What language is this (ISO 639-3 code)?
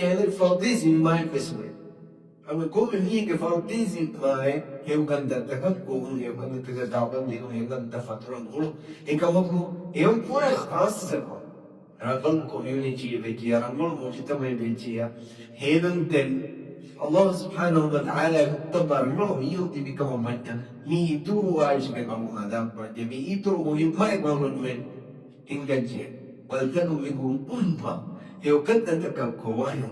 div